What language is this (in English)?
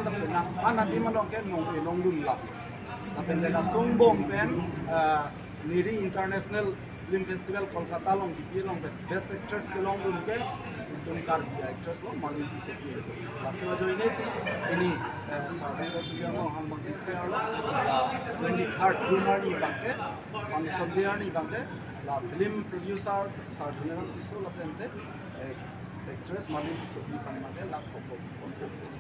Karbi